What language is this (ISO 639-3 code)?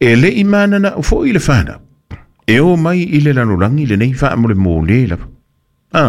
smo